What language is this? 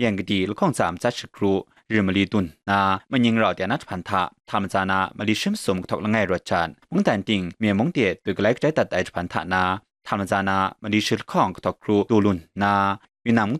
Kachin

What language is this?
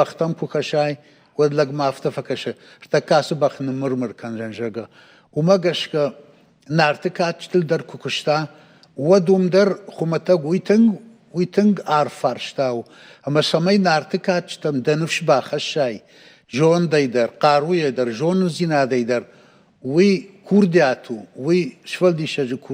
Ossetic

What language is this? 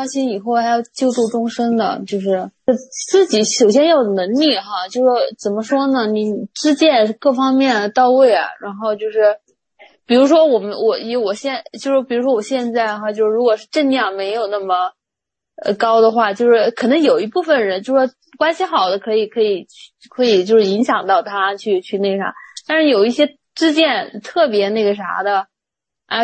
Chinese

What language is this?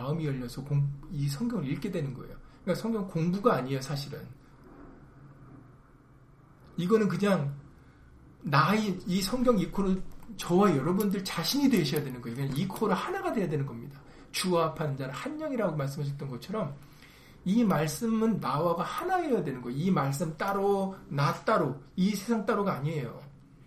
Korean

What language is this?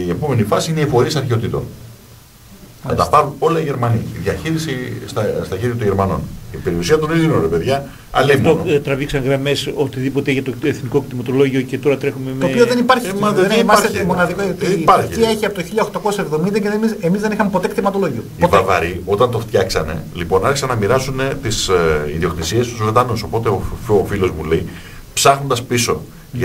Greek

